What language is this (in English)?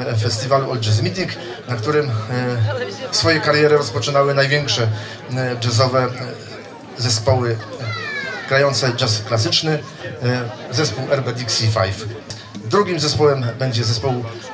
Polish